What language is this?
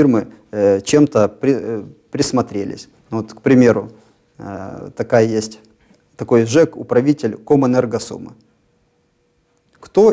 Russian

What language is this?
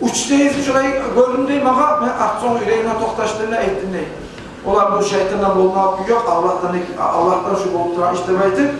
Kumyk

